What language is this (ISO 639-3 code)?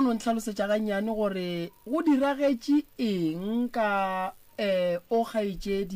nso